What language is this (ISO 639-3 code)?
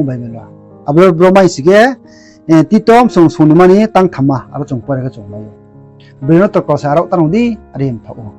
ria